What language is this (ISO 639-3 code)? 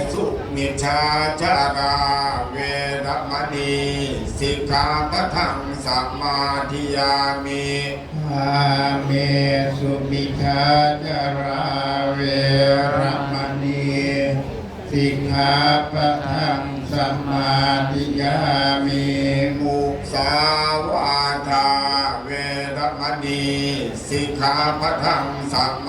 pli